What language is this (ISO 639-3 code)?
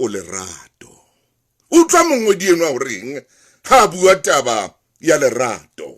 sot